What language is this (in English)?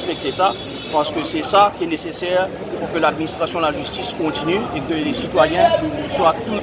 Morisyen